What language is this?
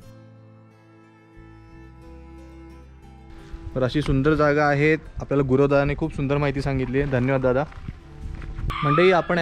Marathi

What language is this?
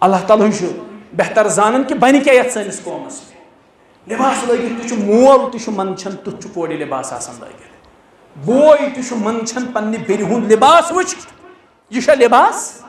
Kashmiri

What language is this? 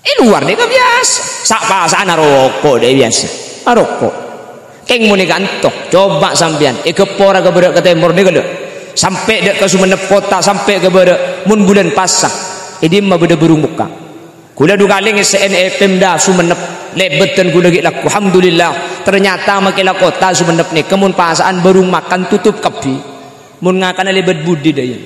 Madurese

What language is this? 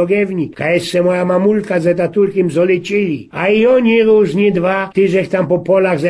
Silesian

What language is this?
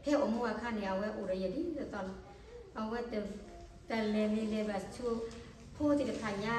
S'gaw Karen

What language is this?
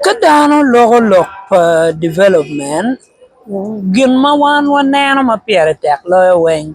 Acoli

